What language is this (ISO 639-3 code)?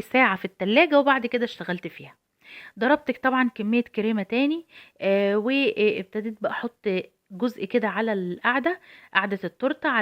arz